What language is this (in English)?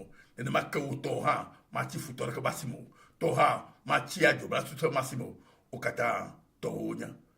Ewe